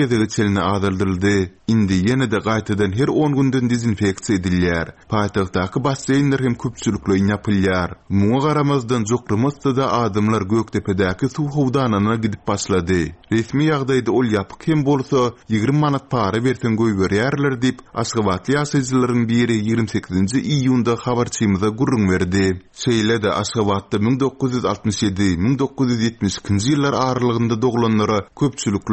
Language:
Turkmen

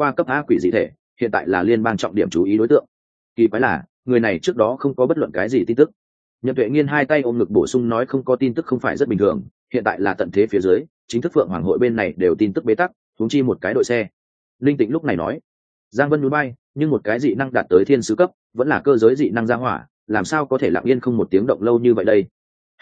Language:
Vietnamese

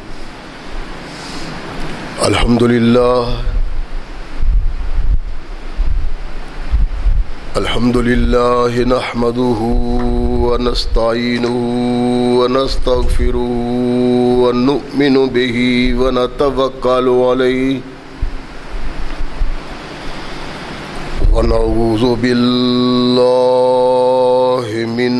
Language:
Urdu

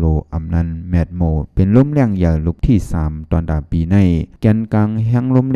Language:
Shan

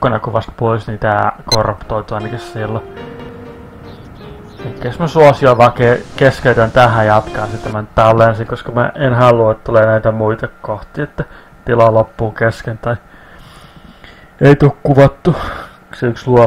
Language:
Finnish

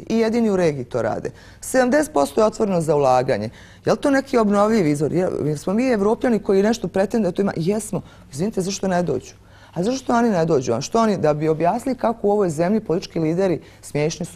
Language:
Bosnian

